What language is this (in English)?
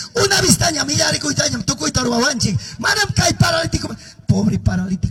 Quechua